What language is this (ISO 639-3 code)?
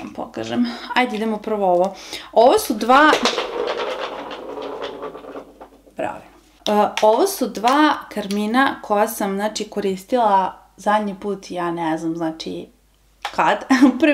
srp